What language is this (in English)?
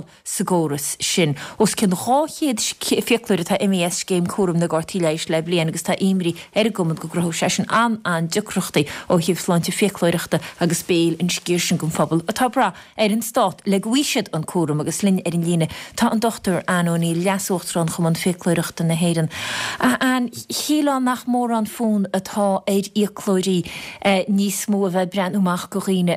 Irish